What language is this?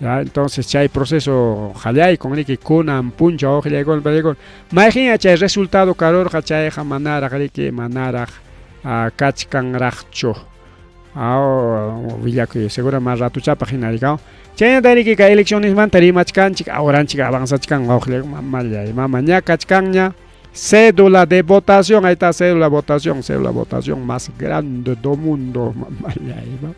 Ayacucho Quechua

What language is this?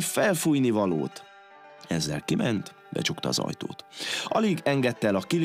Hungarian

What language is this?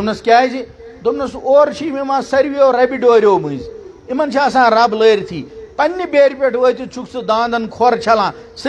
Kashmiri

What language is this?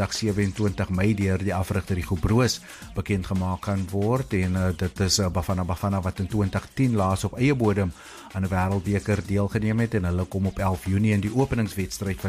Afrikaans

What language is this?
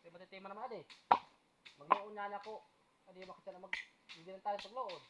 Waray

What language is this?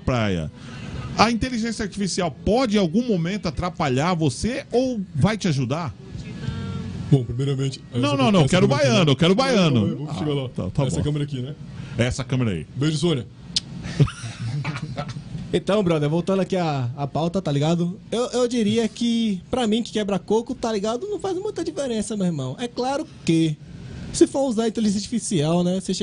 Portuguese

